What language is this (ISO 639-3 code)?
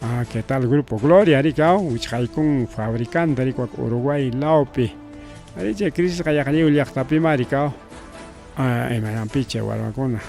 quy